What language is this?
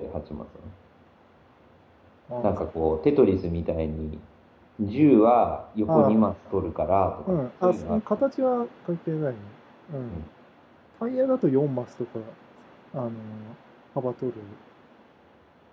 Japanese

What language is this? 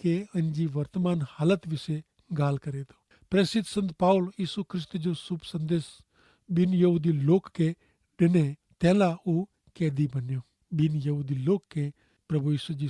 Kachhi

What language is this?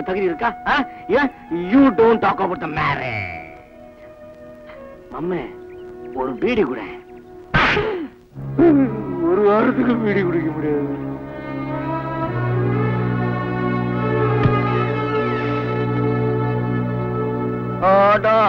Tamil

